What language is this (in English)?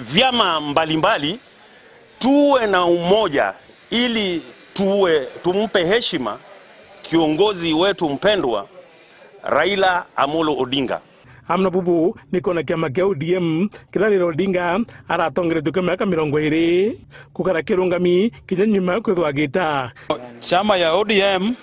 Meru